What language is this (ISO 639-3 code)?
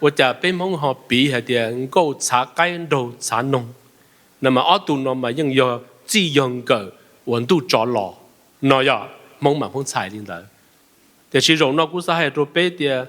hmn